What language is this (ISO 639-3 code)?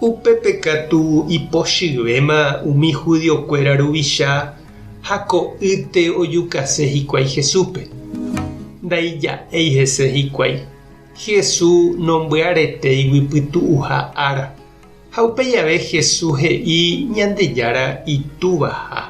grn